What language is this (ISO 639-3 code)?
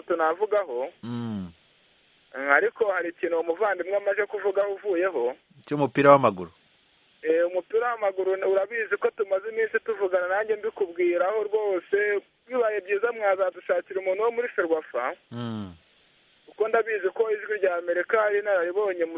kin